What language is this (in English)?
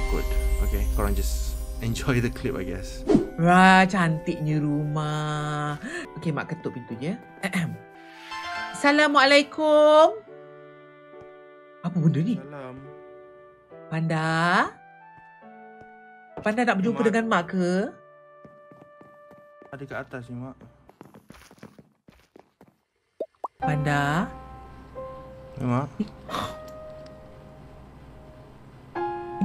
Malay